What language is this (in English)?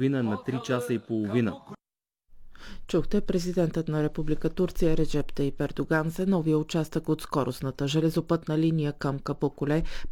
Bulgarian